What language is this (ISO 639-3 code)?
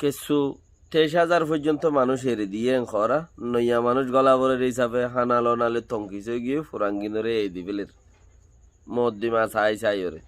rhg